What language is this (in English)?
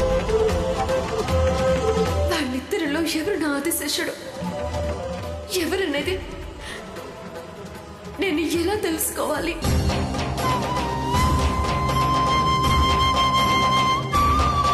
Telugu